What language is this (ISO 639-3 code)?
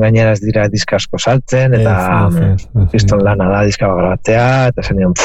eus